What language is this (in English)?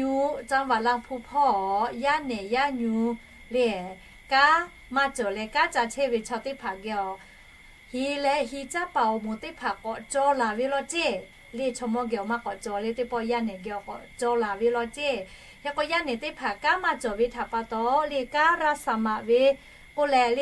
Lahu